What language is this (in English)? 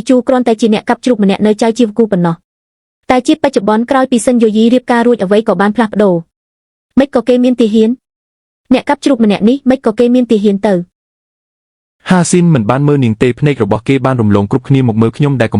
Khmer